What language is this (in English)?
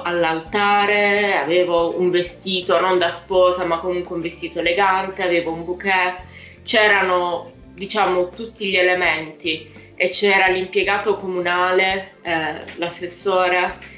Italian